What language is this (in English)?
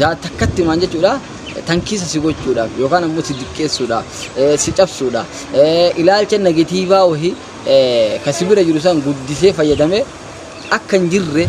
Oromo